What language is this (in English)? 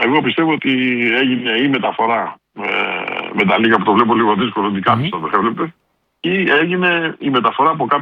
Greek